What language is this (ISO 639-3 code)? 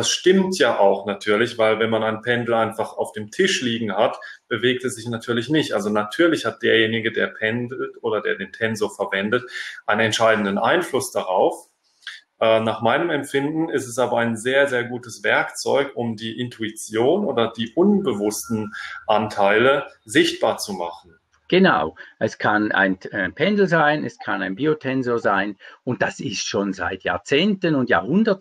deu